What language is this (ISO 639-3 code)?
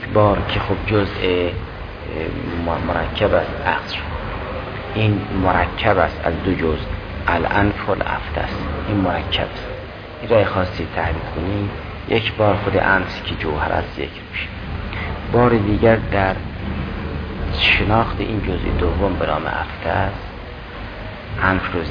fas